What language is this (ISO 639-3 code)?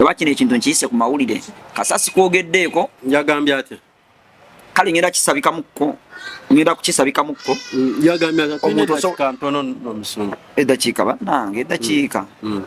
lug